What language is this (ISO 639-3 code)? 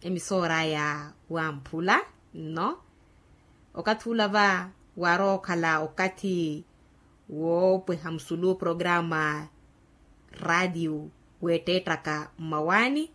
vmw